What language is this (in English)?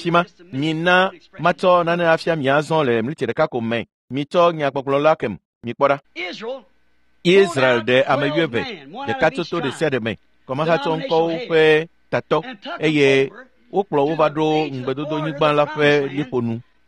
Ewe